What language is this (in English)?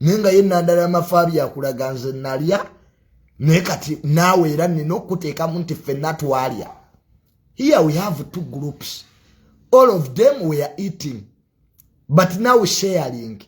Ganda